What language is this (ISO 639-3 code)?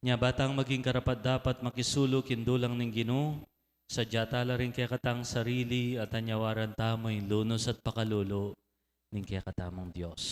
pam